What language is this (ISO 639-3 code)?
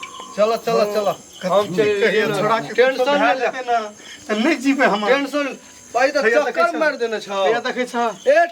mai